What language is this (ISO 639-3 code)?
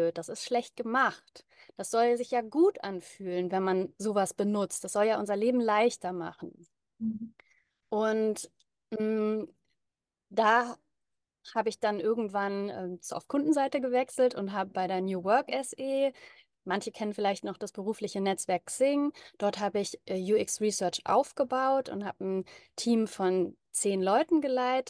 deu